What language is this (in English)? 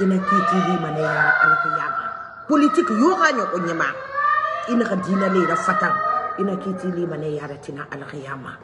Mandingo